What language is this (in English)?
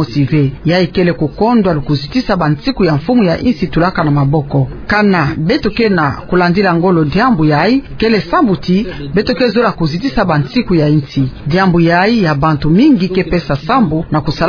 Kituba (Democratic Republic of Congo)